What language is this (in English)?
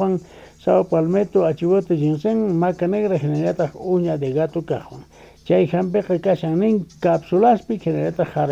Quechua